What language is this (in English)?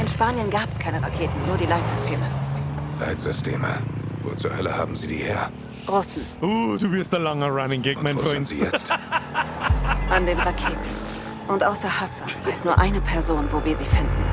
Bavarian